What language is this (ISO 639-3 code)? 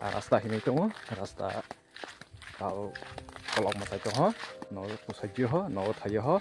trp